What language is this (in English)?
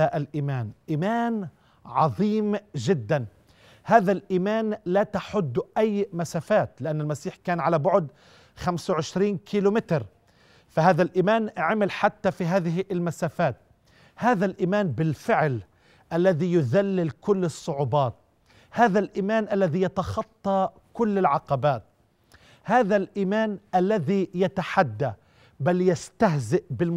Arabic